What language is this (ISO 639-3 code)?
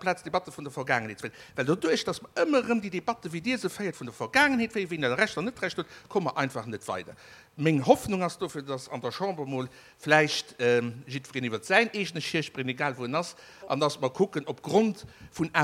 ltz